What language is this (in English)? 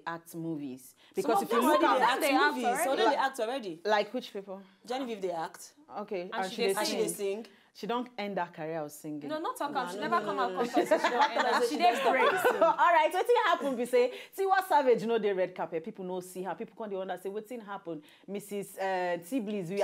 Nigerian Pidgin